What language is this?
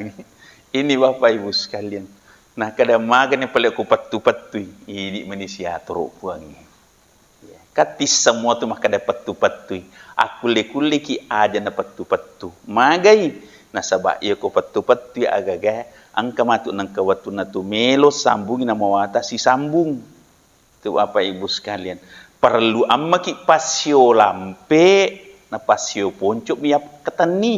Buginese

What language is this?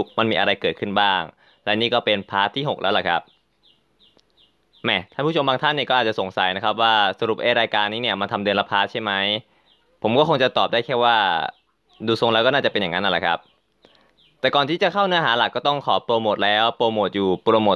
Thai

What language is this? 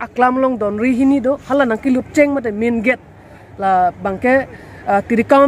Karbi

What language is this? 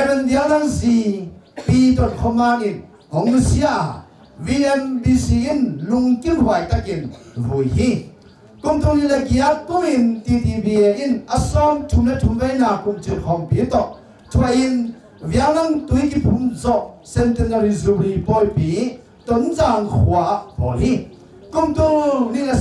Tedim Chin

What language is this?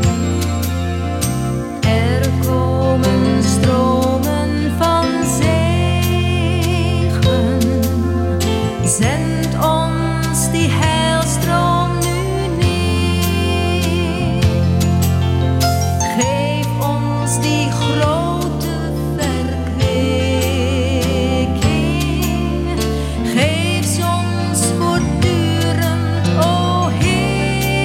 Dutch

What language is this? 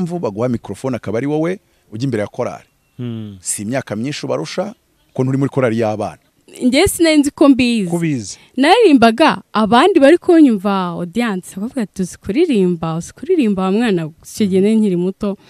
Kinyarwanda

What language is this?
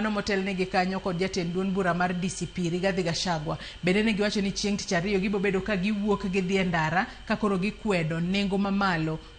Luo (Kenya and Tanzania)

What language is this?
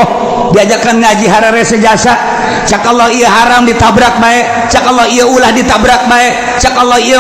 Sundanese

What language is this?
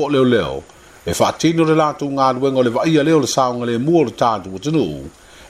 Samoan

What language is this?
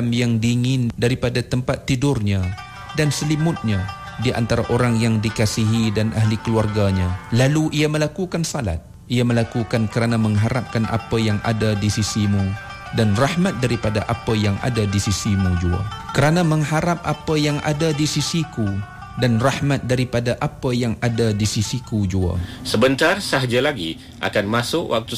Malay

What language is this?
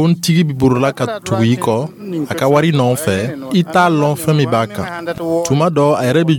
Dyula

